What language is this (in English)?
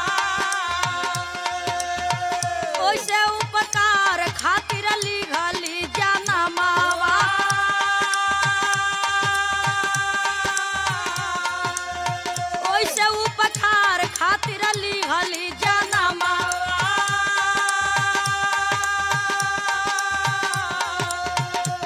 Bhojpuri